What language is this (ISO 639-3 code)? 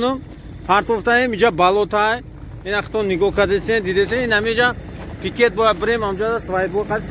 tgk